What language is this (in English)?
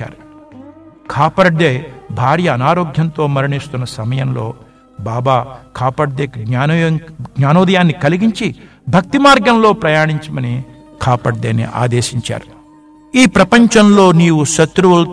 Telugu